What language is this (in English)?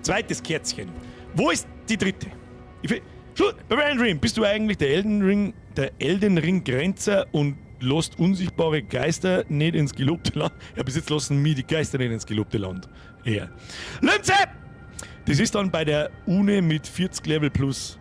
Bavarian